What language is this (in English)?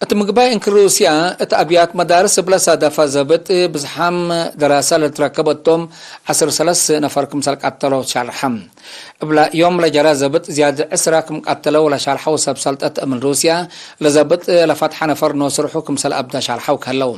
Tigre